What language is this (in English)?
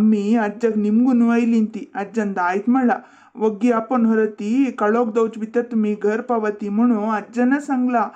Konkani